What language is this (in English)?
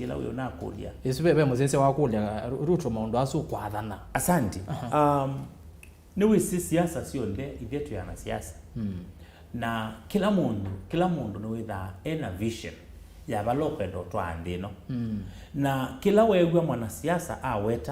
Kamba